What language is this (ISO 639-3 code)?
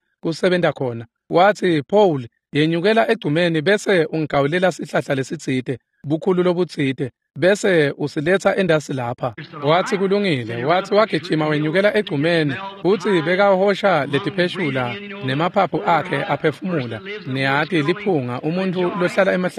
ssw